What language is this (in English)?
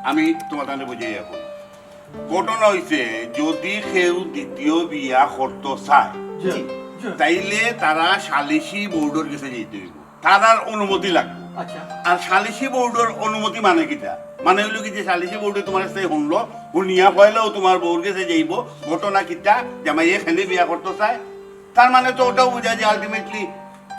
Sylheti